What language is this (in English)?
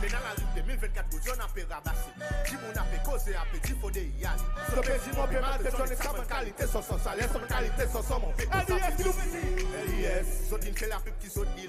Seselwa Creole French